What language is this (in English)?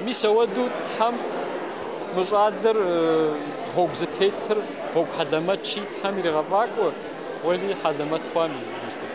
Kabardian